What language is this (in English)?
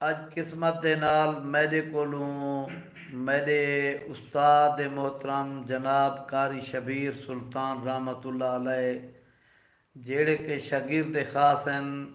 Saraiki